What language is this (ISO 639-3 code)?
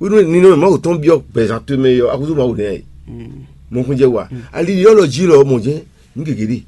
fon